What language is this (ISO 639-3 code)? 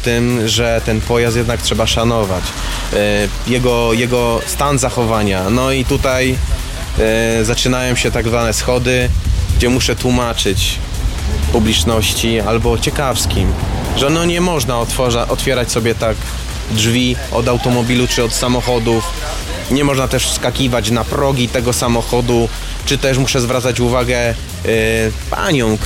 pol